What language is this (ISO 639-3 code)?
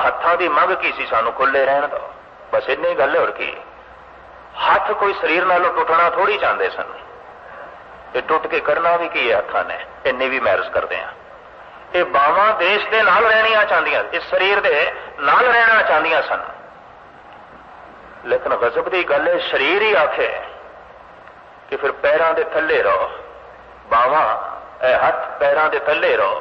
pan